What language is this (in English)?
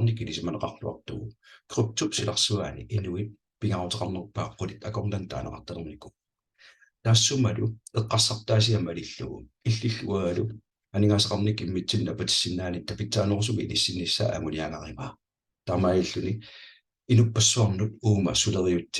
Kalaallisut